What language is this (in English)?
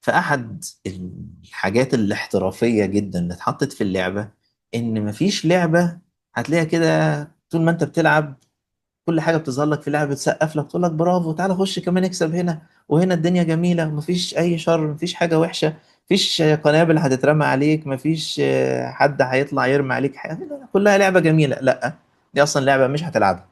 Egyptian Arabic